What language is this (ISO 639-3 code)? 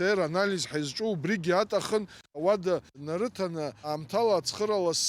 abk